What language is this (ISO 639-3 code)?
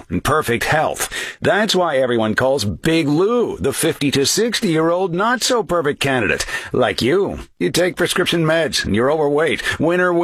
eng